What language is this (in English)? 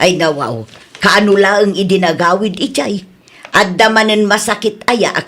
Iloko